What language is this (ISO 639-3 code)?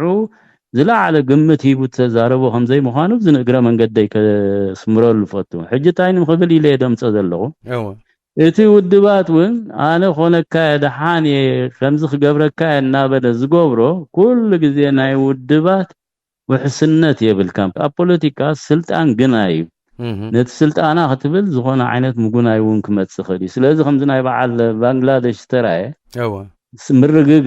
tir